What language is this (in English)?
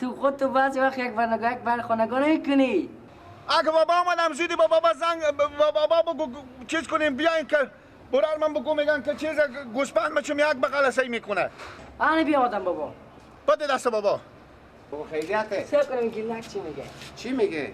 Persian